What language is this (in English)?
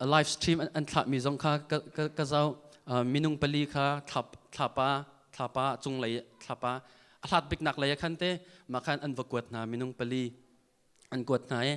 Hakha Chin